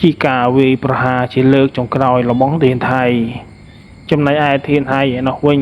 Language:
Khmer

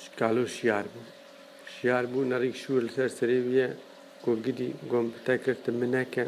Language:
Kurdish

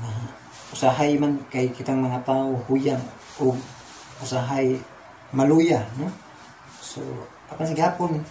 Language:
Cebuano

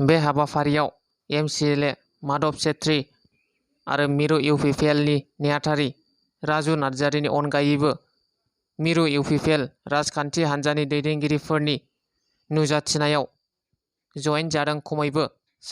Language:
Bodo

